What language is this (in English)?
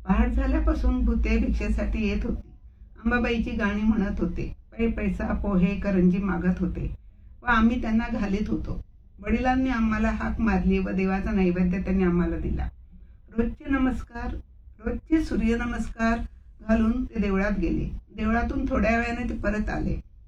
Marathi